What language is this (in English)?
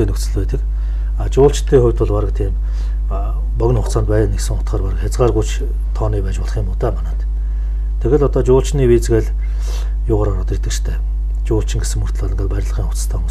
Mongolian